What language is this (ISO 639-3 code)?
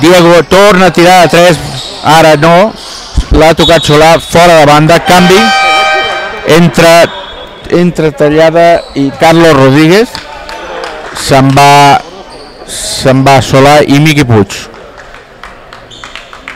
cat